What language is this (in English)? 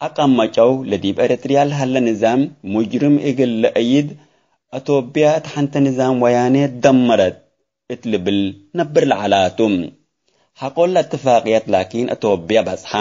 Tigre